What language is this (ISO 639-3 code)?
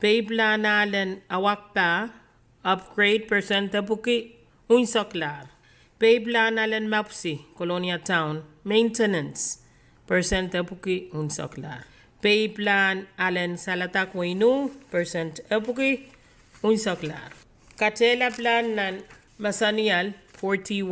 pon